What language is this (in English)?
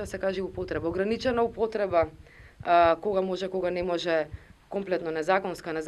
Macedonian